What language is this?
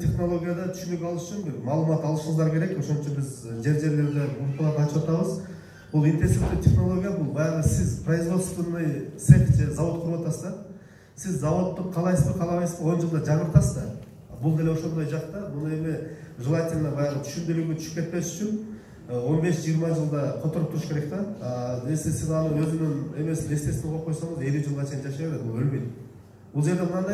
Kyrgyz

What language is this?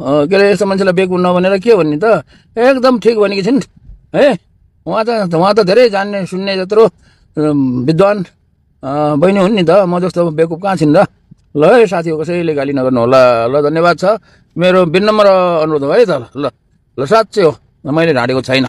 Nepali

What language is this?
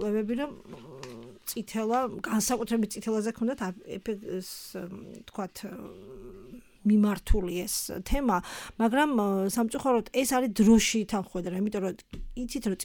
Georgian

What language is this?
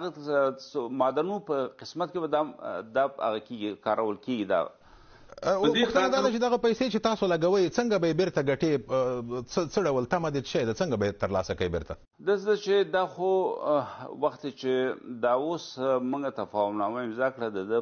Pashto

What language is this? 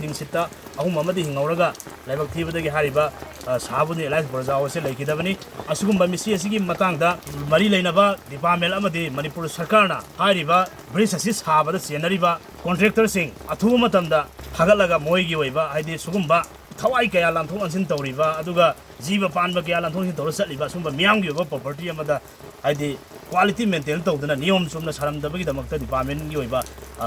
Manipuri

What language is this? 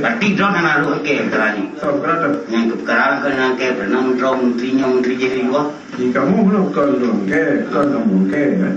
Achinese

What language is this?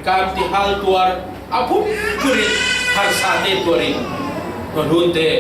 Falam Chin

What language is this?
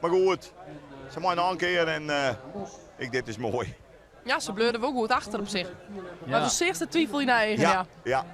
Western Frisian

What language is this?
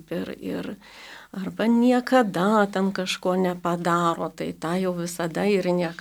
Lithuanian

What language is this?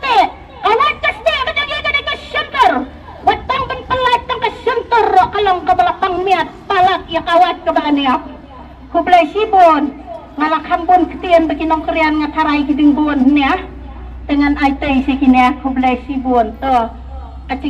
Khasi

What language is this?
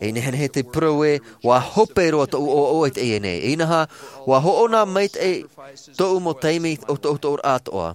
Tahitian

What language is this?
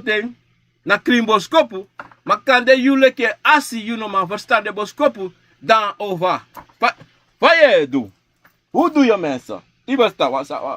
Sranan Tongo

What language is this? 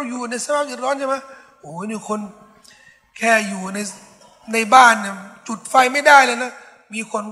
Thai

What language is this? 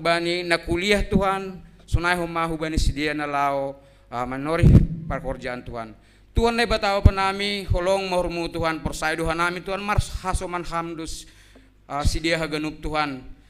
Batak Simalungun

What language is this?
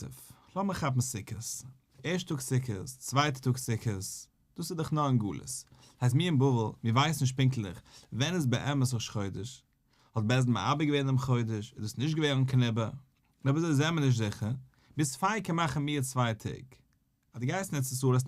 Yiddish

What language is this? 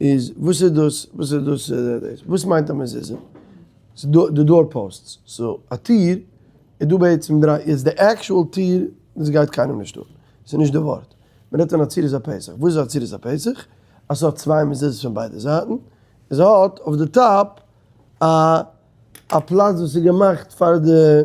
Yiddish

